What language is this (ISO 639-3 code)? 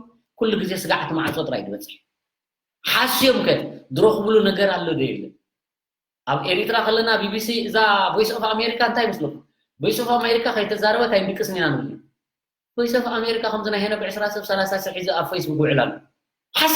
tir